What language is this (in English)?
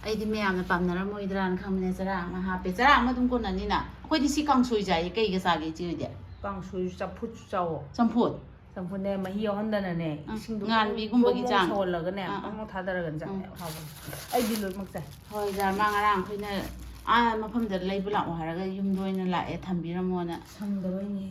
Manipuri